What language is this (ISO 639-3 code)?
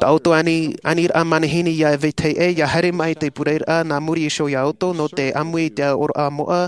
tah